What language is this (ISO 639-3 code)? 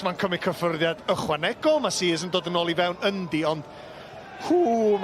cym